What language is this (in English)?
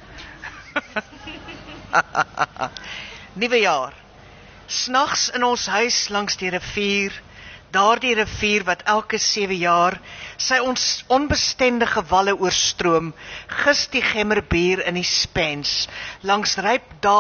Afrikaans